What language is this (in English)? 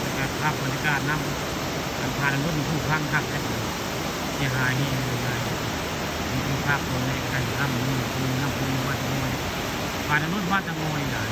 Northeastern Thai